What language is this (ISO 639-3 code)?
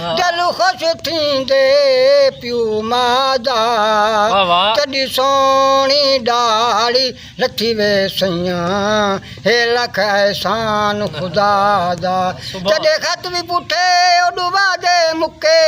skr